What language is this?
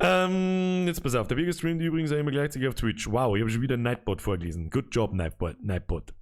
Bavarian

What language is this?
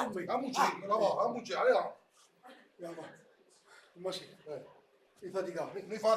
Neapolitan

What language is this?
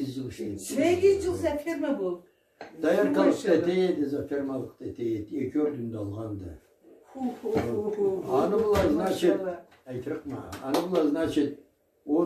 Karachay-Balkar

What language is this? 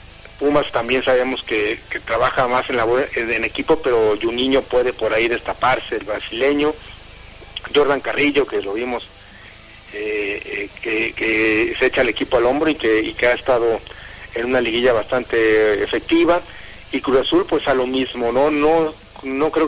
Spanish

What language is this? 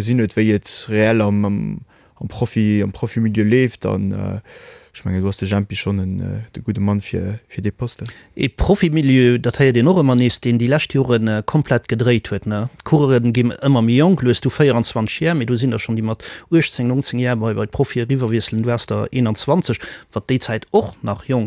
Luxembourgish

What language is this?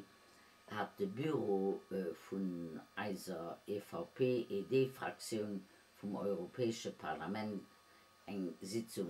Luxembourgish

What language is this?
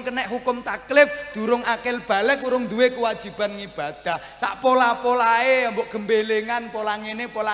Javanese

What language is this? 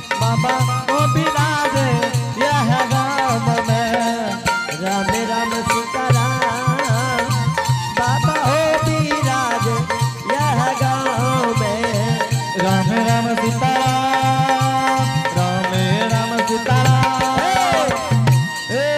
Angika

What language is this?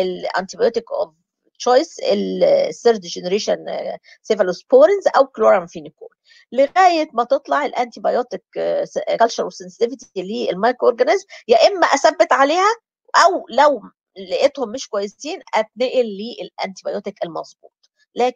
Egyptian Arabic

